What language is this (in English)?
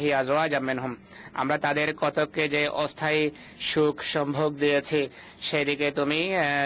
Bangla